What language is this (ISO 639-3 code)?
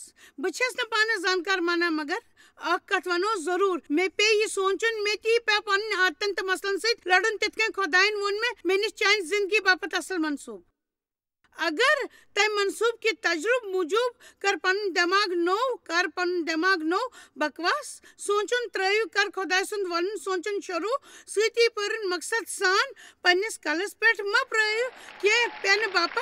kas